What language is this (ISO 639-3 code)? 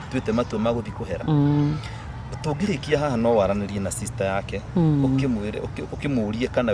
kik